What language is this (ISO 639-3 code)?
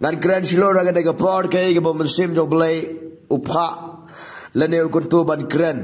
kha